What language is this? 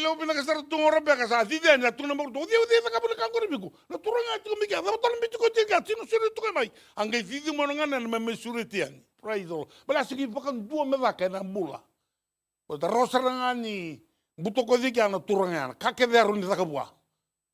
Fijian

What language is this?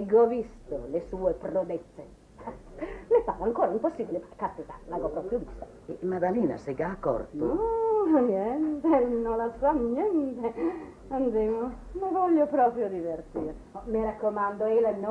Italian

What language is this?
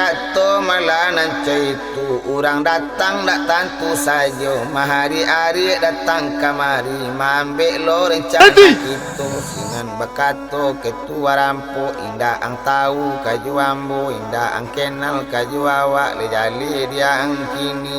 Minangkabau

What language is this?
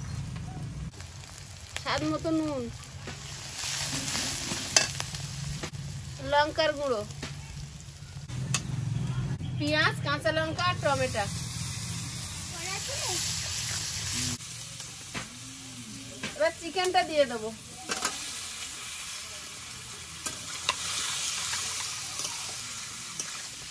Bangla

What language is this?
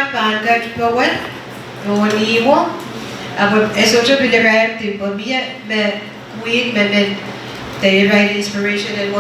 Pohnpeian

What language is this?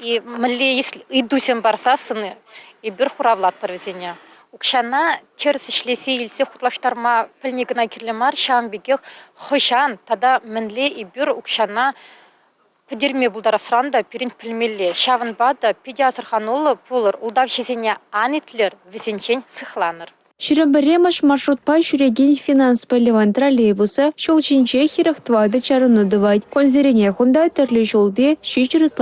Chuvash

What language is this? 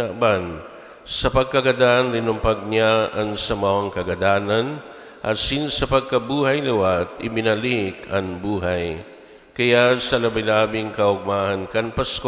Bikol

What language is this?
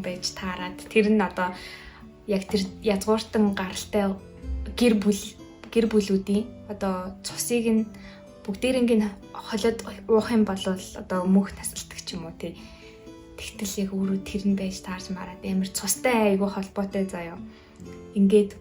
Mongolian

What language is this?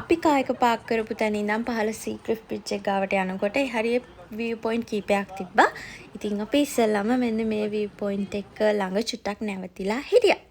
Sinhala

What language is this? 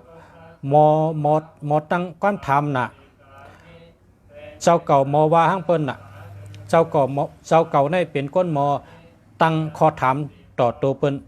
Shan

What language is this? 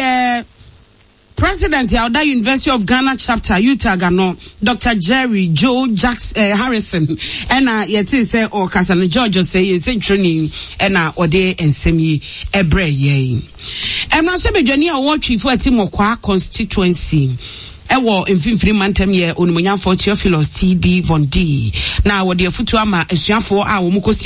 Akan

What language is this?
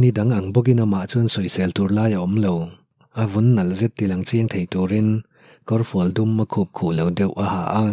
Mizo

